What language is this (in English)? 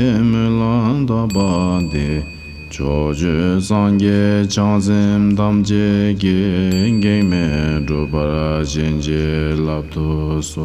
Tibetan